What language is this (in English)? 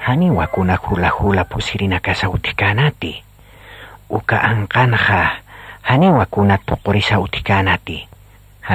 Aymara